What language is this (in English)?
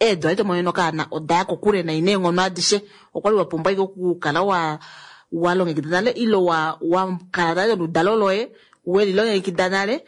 Kuanyama